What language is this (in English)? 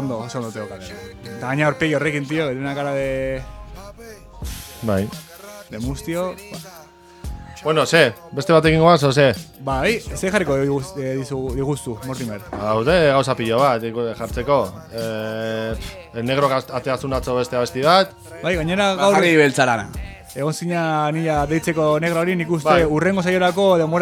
Basque